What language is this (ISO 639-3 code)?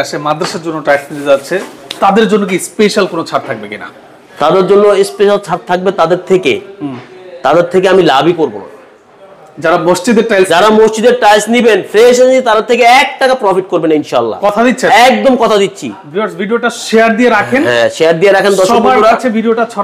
ben